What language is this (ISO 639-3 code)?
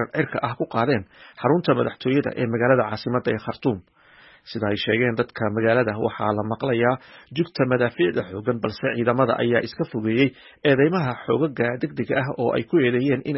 som